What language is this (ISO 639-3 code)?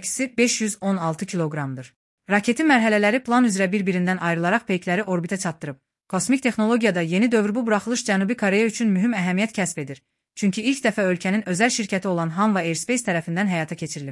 aze